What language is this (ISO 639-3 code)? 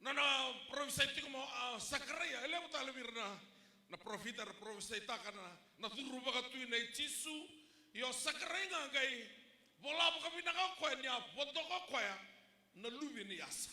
fij